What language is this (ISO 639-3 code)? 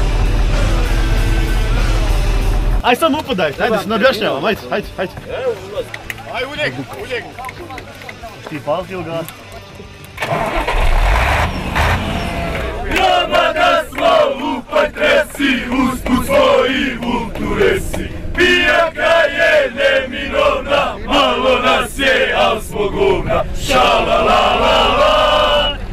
bos